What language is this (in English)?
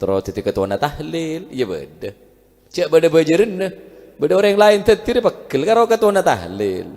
Madurese